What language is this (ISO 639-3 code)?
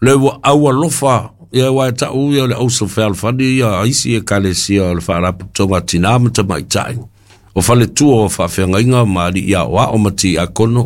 smo